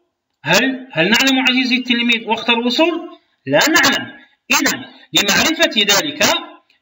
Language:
Arabic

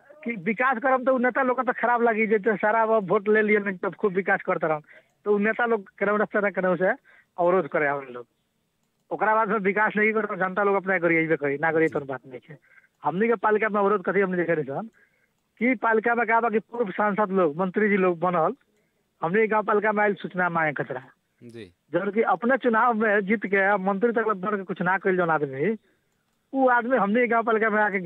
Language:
Bhojpuri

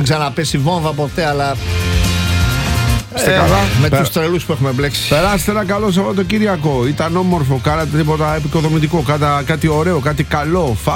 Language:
Greek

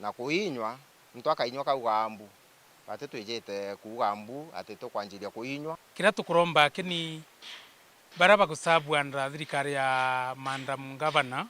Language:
Meru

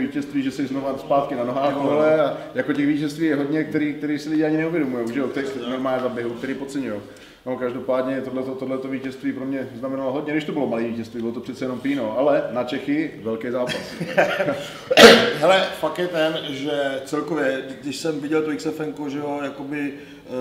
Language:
Czech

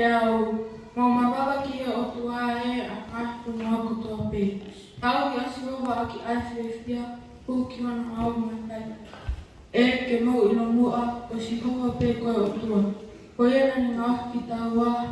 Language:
Tongan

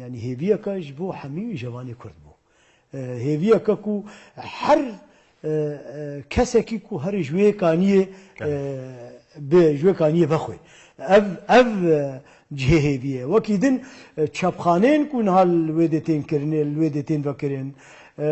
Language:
Kurdish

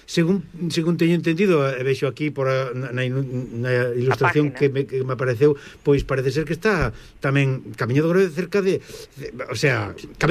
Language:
Galician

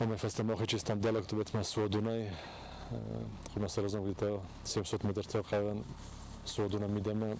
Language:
Ossetic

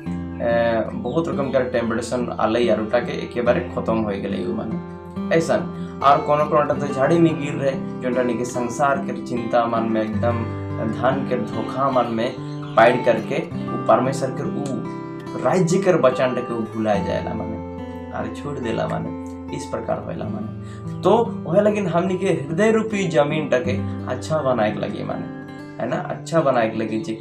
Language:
Sadri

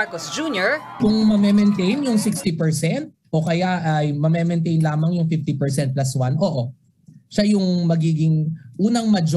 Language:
Filipino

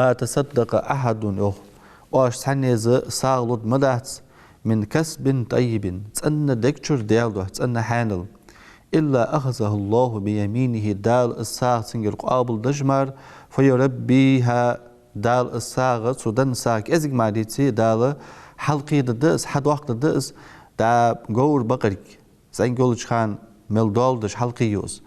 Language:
Ingush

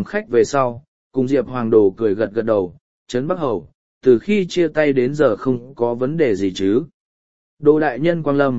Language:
Vietnamese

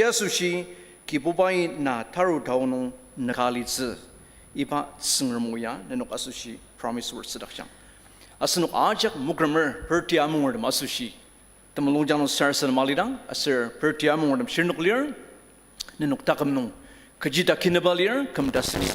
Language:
Ao Naga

